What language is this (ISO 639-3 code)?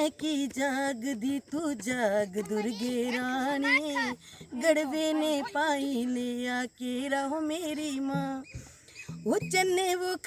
doi